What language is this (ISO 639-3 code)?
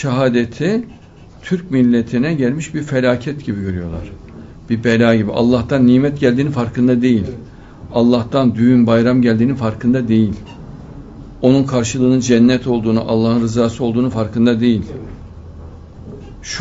tur